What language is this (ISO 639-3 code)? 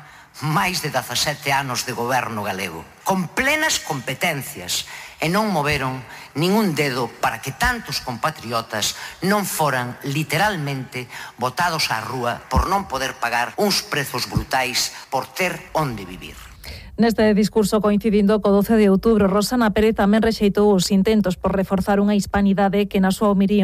glg